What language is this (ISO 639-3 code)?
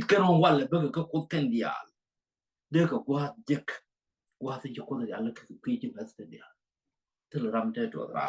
nus